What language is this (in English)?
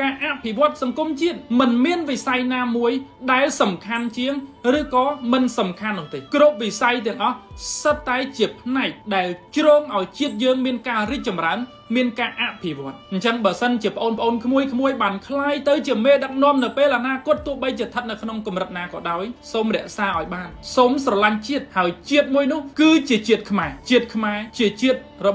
Khmer